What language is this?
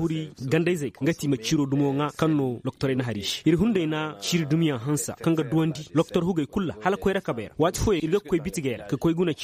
Zarma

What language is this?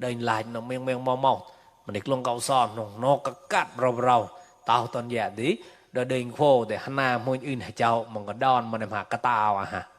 Mon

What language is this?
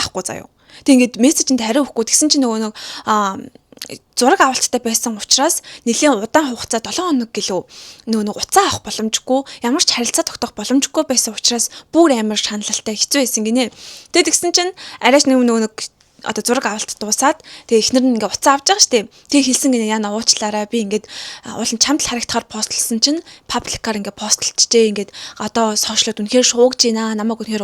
Mongolian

